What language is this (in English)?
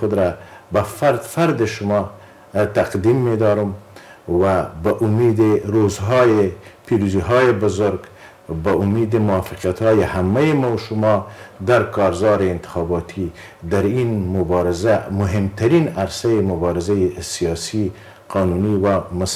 Persian